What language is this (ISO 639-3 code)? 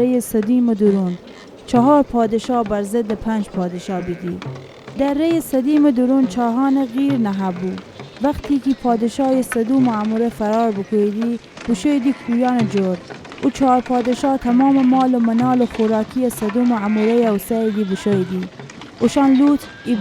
glk